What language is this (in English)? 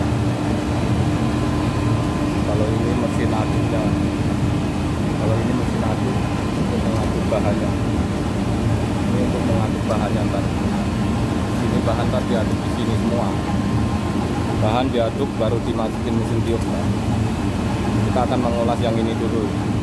Indonesian